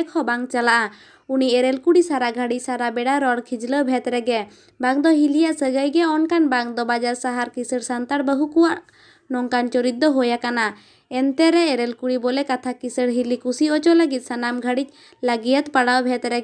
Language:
Santali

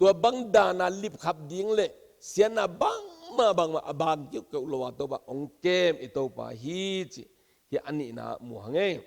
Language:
Tedim Chin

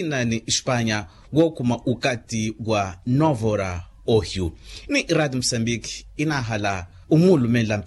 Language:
Makhuwa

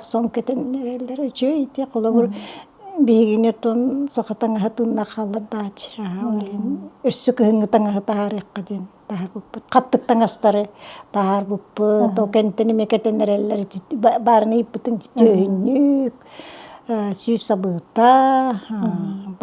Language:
Yakut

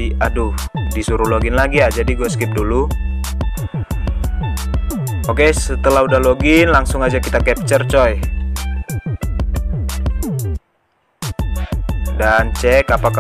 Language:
Indonesian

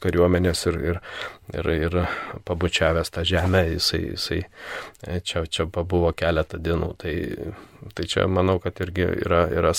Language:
Lithuanian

